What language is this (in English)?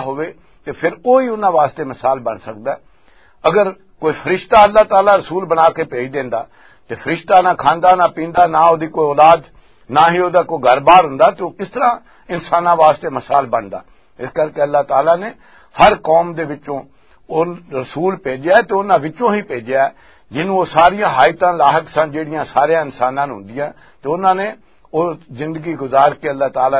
Western Panjabi